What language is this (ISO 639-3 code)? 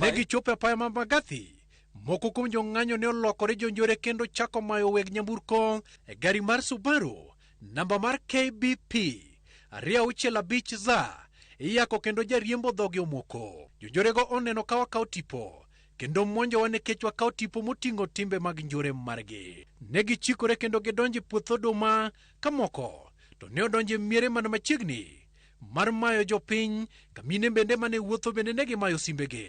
luo